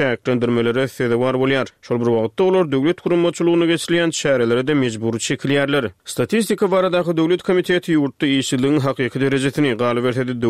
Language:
Turkmen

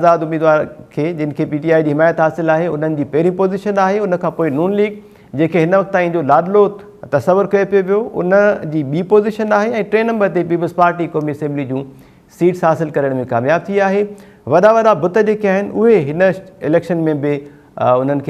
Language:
Sindhi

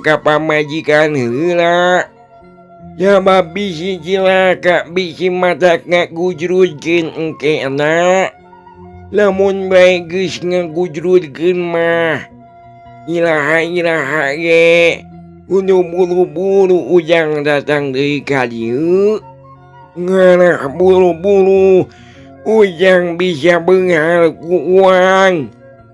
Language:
Sundanese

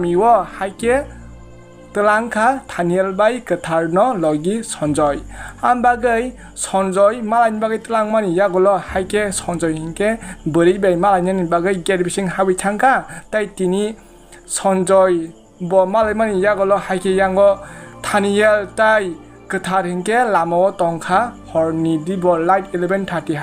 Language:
Kok Borok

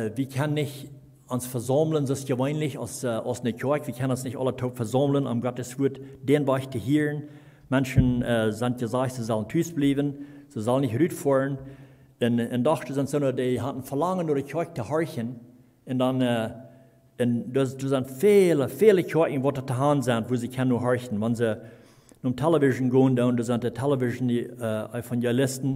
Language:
Plautdietsch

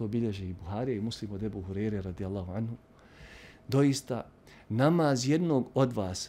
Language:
Bosnian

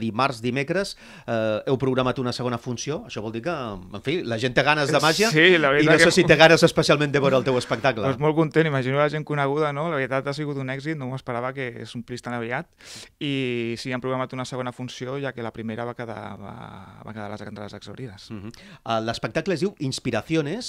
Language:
Catalan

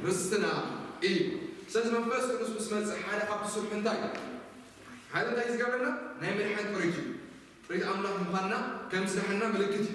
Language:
Tigrinya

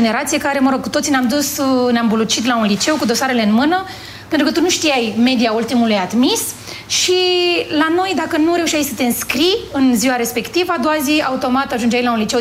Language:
Romanian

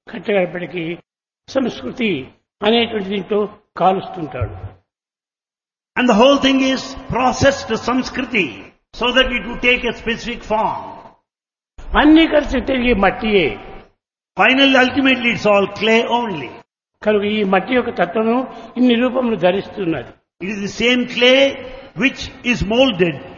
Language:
Telugu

